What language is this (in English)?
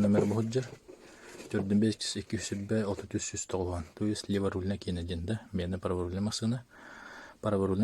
Yakut